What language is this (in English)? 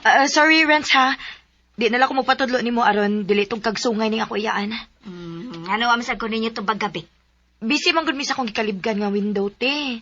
Cebuano